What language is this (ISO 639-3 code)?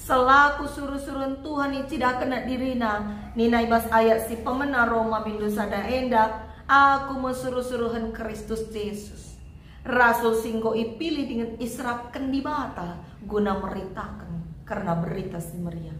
btx